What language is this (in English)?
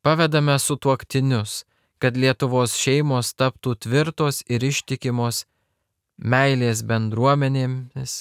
Lithuanian